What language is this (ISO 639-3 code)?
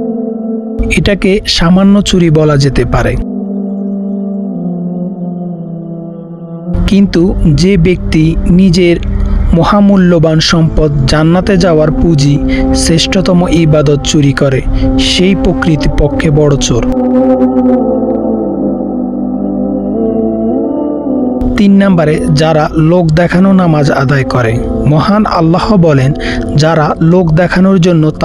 ben